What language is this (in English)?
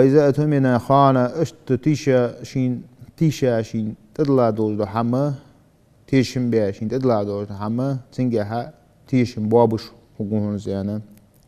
Ingush